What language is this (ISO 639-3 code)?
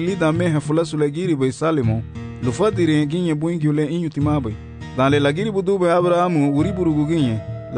cab